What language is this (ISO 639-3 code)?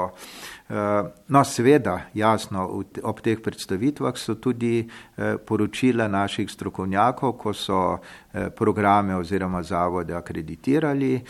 slv